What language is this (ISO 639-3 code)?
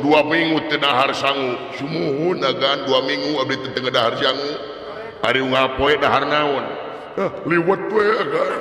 sun